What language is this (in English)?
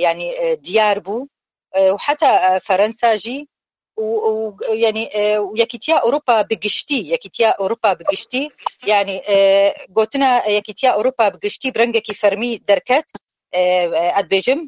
Kurdish